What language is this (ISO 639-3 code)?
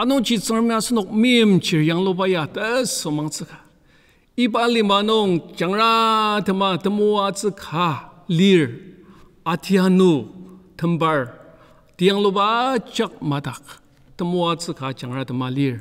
njo